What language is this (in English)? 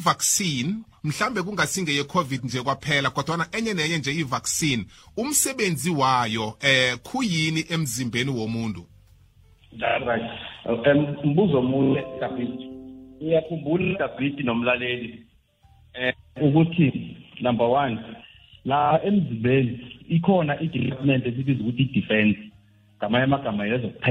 South Ndebele